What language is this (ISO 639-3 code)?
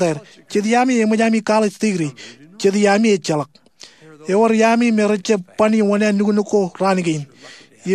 mah